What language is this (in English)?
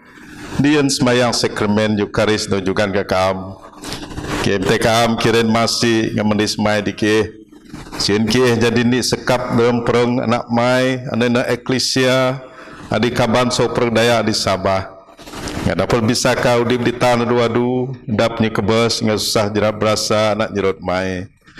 Biatah Bidayuh